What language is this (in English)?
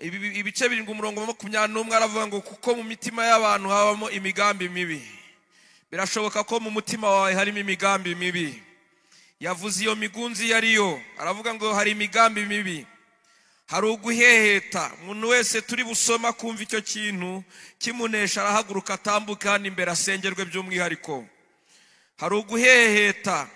Kinyarwanda